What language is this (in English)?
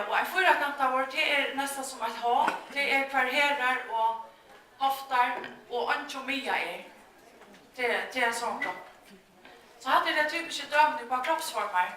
Faroese